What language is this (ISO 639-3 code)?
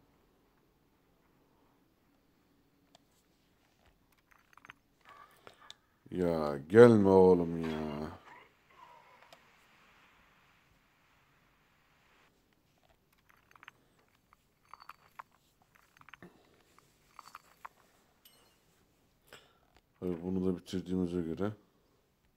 tur